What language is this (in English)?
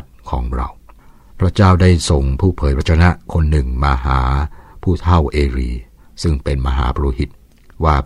Thai